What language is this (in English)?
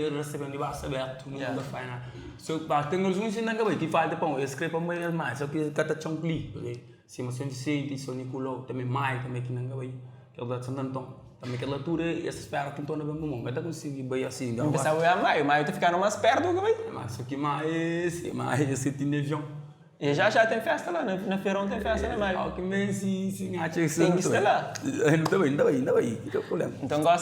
Kabuverdianu